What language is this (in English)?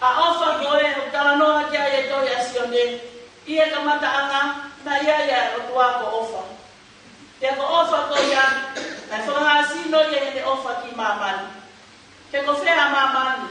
Tongan